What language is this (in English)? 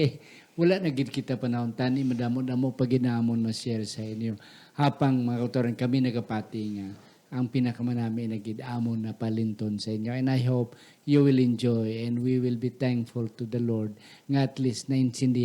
Hiligaynon